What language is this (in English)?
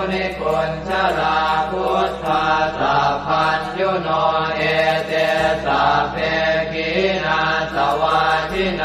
Pali